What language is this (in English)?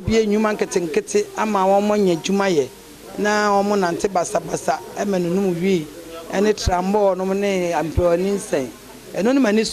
Akan